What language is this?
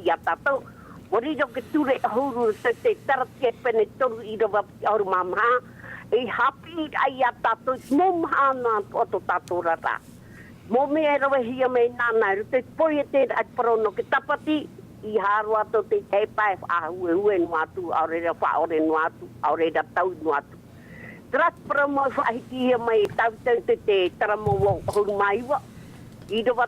Tahitian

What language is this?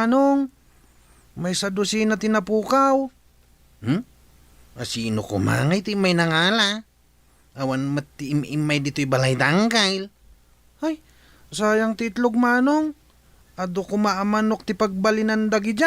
Iloko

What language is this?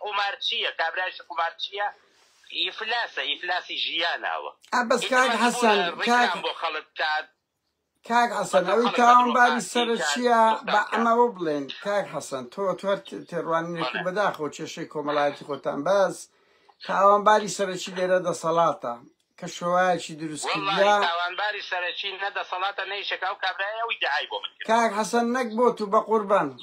Central Kurdish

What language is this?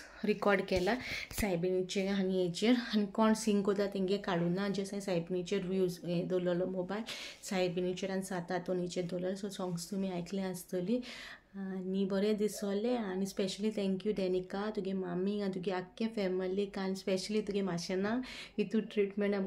Konkani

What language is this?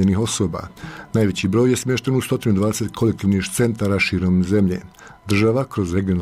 Bosnian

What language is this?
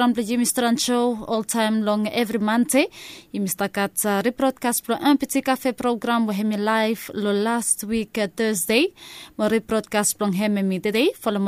Bislama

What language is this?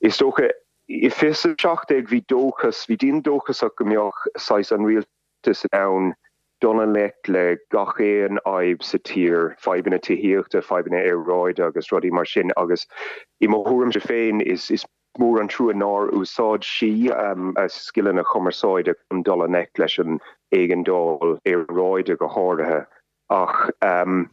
Irish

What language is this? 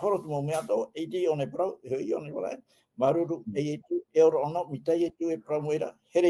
Tahitian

